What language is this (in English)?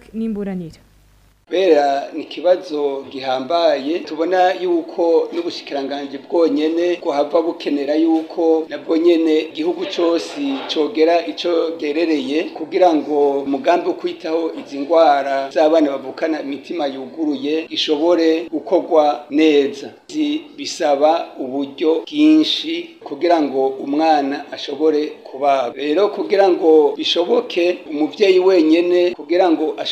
Rundi